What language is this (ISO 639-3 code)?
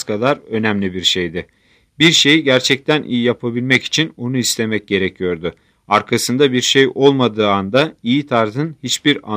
tur